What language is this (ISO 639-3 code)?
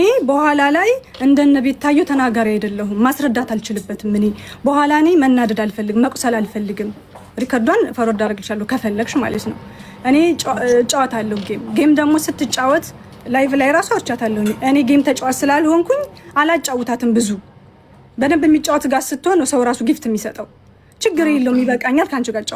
amh